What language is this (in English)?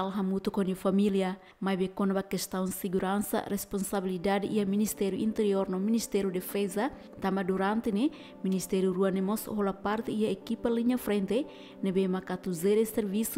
Tetum